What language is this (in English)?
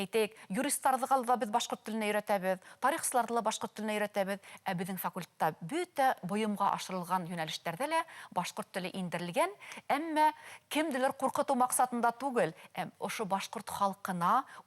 Bashkir